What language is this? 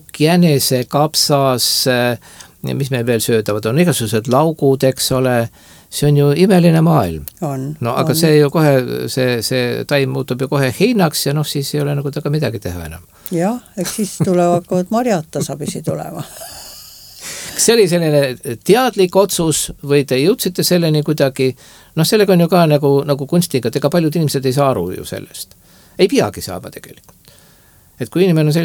Estonian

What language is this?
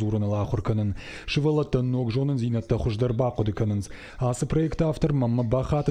Ossetic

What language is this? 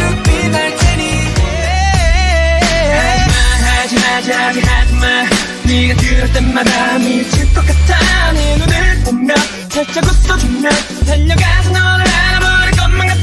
Korean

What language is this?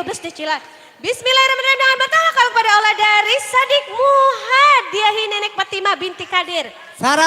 Banjar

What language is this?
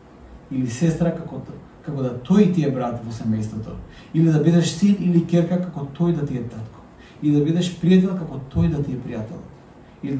Macedonian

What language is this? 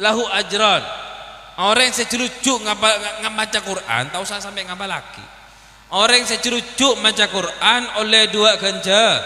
Madurese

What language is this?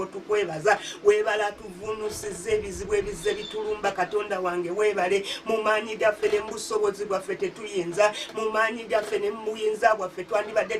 Ganda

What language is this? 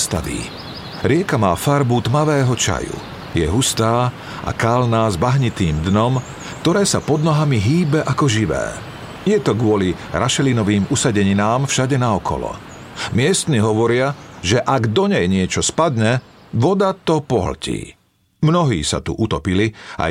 Slovak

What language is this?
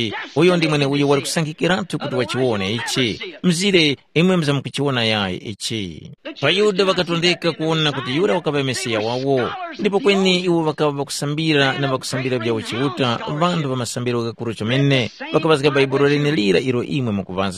Tumbuka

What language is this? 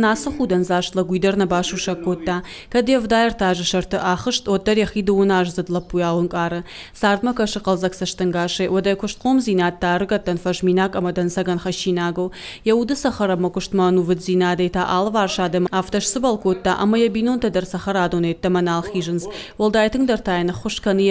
Ossetic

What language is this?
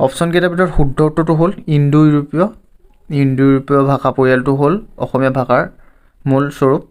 Assamese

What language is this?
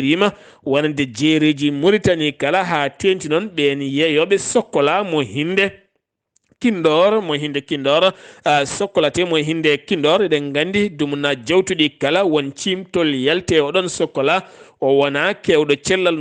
Fula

